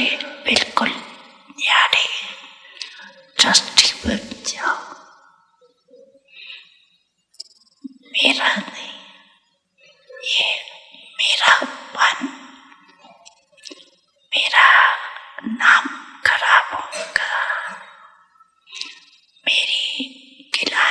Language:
Hindi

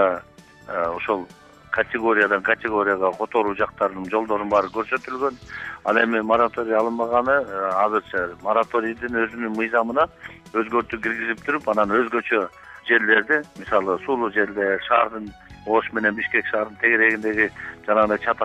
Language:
Kyrgyz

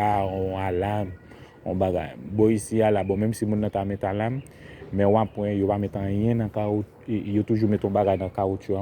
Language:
Haitian Creole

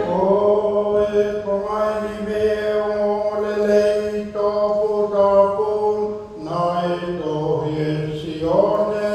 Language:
Tongan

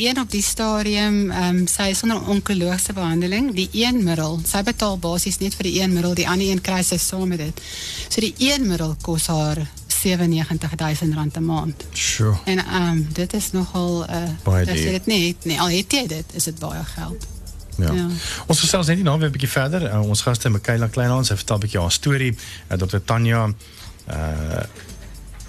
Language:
Afrikaans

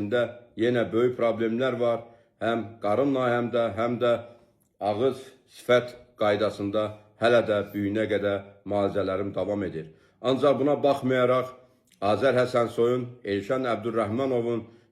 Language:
Azerbaijani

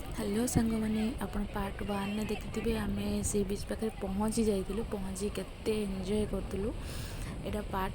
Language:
Odia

